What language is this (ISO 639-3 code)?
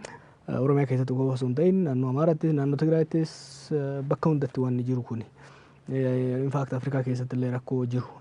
orm